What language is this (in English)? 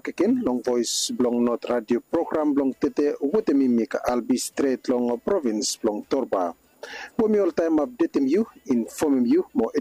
Bislama